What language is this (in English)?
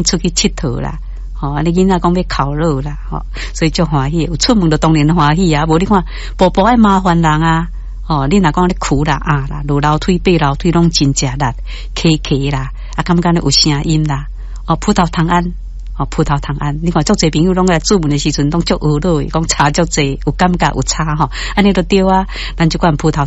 Min Nan Chinese